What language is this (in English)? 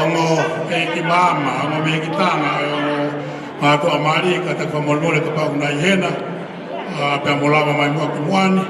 Tongan